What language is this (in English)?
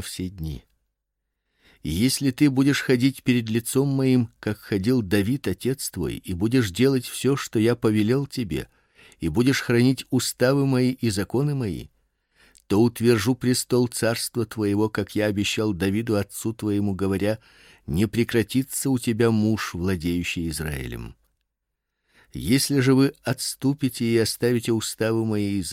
Russian